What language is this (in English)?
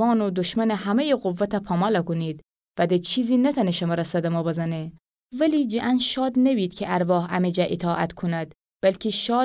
Gilaki